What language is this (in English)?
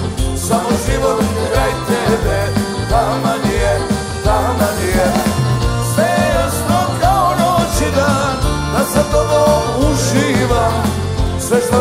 Bosnian